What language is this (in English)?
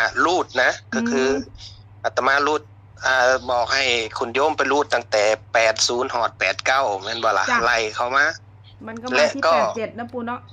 Northeastern Thai